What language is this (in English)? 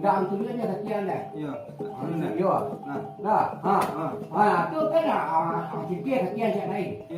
Minangkabau